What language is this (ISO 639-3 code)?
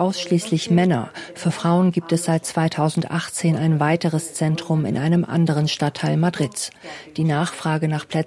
deu